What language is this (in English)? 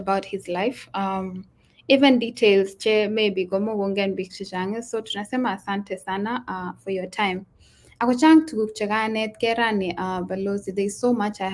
Kalenjin